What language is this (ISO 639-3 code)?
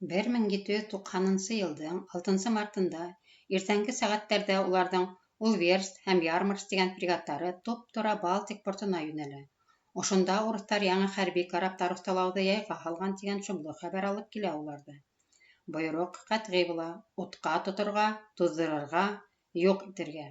bak